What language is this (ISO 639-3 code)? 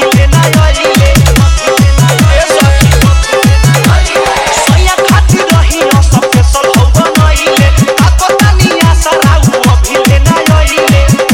bho